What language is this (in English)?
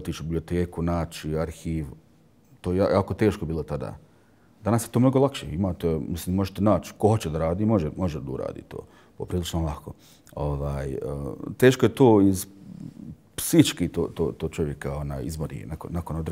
Bosnian